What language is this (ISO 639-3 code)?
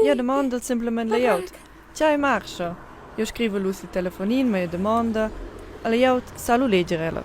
roh